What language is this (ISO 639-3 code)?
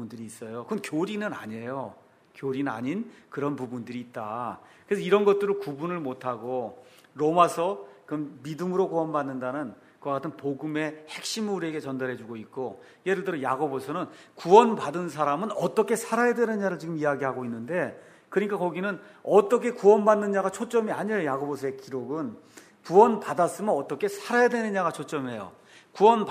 kor